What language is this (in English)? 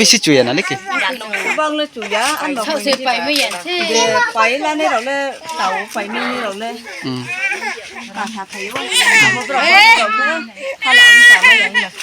Riang (India)